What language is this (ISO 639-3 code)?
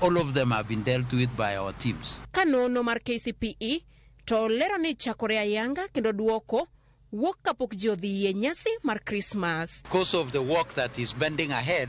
luo